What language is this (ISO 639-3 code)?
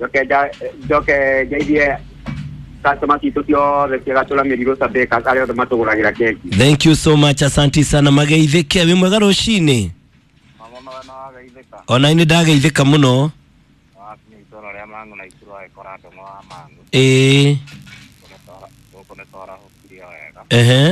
kik